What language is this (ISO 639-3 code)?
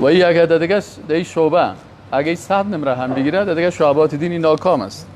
fas